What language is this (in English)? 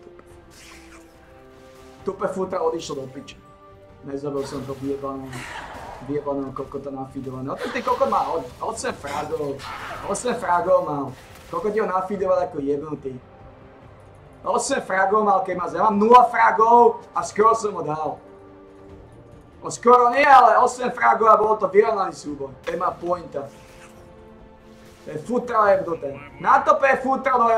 Slovak